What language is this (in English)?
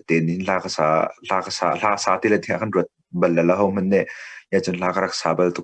Hakha Chin